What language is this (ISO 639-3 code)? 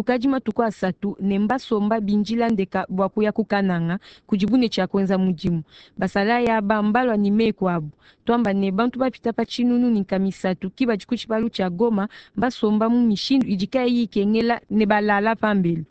lua